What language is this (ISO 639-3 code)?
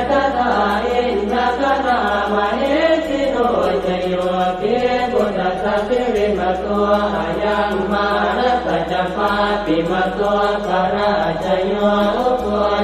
pli